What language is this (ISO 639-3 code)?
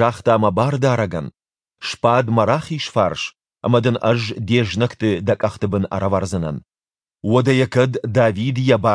oss